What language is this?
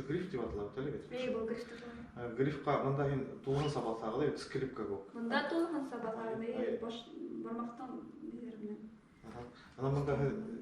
Bashkir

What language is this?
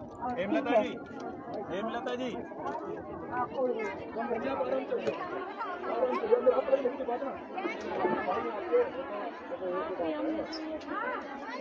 Hindi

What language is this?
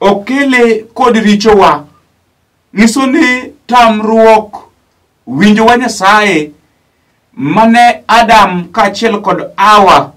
Luo (Kenya and Tanzania)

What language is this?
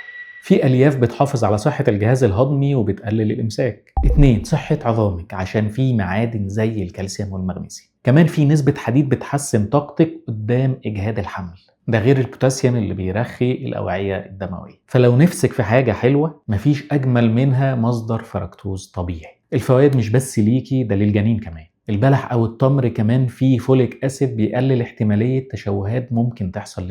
Egyptian Arabic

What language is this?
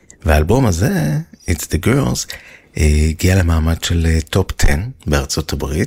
Hebrew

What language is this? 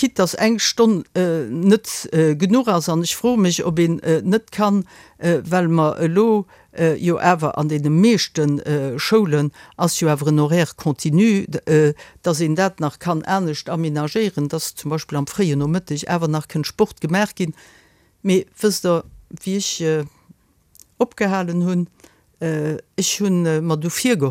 Luxembourgish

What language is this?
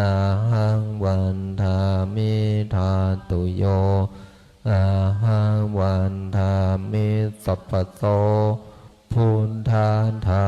Pali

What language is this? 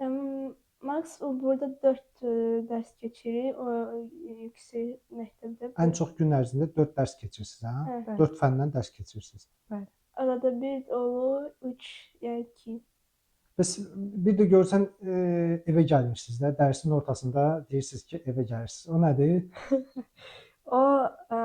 Azerbaijani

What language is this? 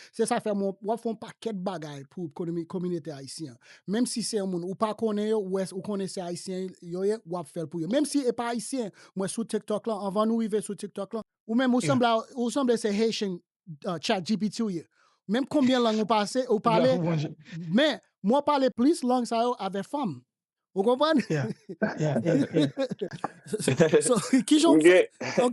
Haitian Creole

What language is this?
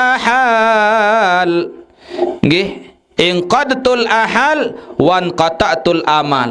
Sasak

